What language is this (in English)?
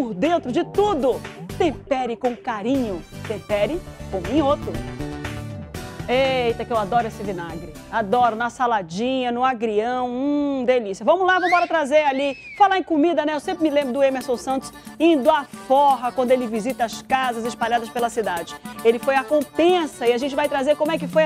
Portuguese